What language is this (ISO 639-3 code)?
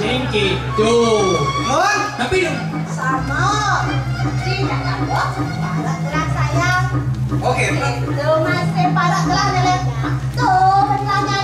ban